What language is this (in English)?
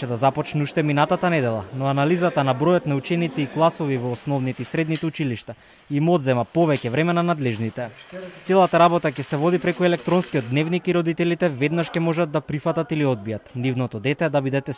Macedonian